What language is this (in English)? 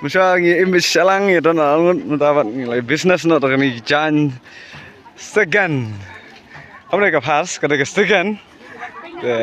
Khasi